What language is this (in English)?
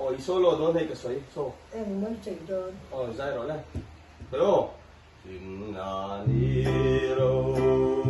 Mizo